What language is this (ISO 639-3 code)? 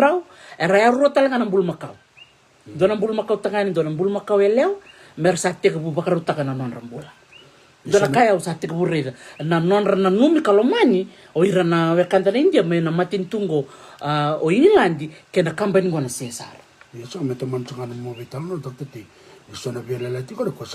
fij